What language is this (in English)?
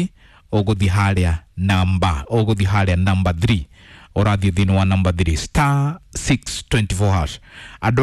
Kikuyu